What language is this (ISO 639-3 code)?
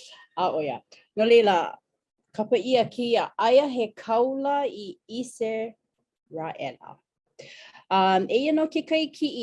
haw